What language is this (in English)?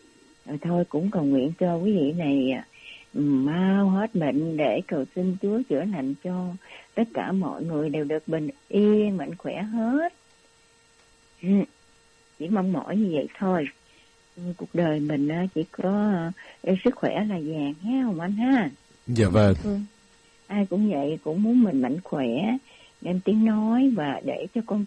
Vietnamese